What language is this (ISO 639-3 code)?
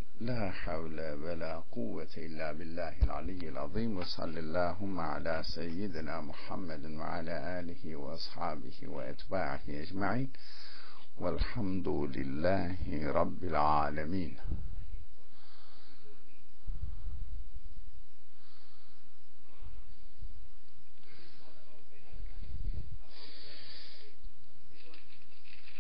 tur